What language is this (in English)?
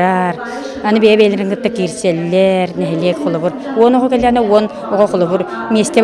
Yakut